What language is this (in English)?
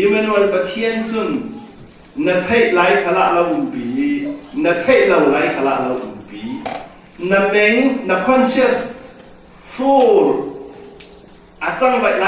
Falam Chin